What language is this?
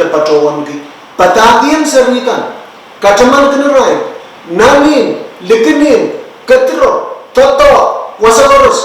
Pohnpeian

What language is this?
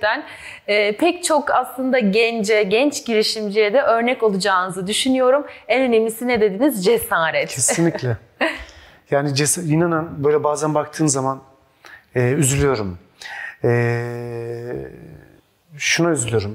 Turkish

